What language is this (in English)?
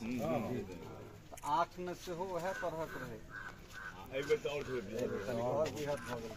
Maithili